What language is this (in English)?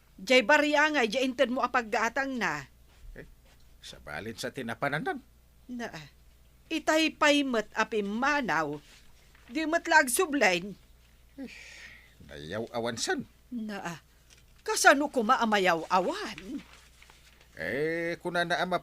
Iloko